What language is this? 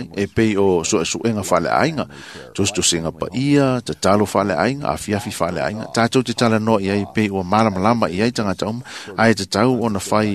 Samoan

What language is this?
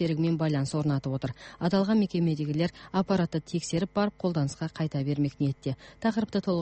Kazakh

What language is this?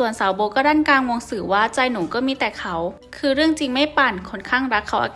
Thai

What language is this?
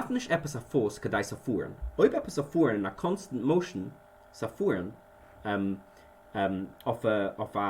Yiddish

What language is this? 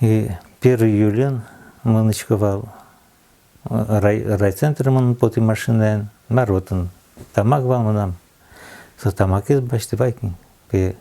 Udmurt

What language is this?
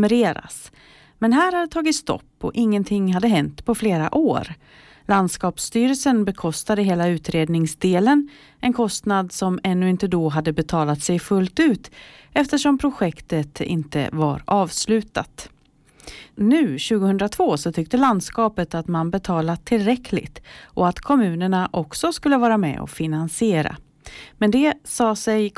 Swedish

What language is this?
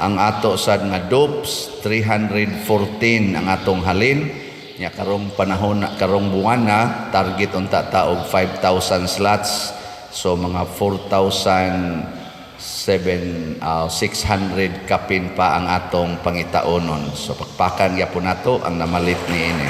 Cebuano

